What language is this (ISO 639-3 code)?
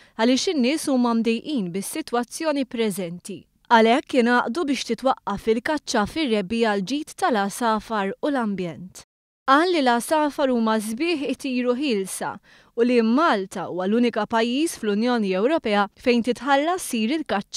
mlt